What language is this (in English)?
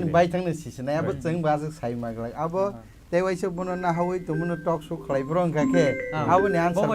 Kok Borok